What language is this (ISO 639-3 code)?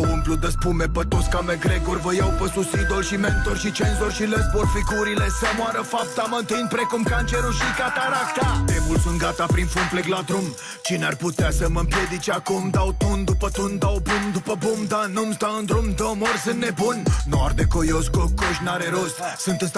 ron